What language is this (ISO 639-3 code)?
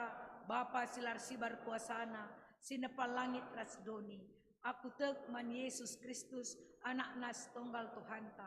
btx